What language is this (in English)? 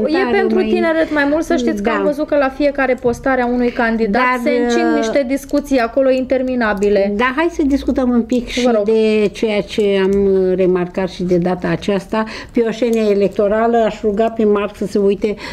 Romanian